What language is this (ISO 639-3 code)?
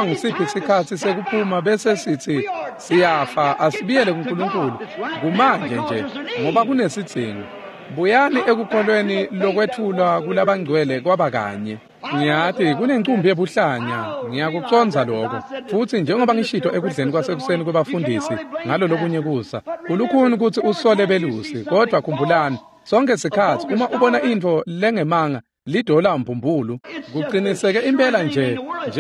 ssw